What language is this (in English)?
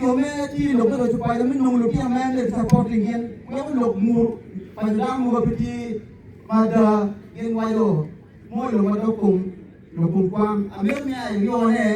Acoli